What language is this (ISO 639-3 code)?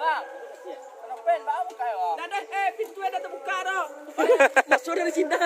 min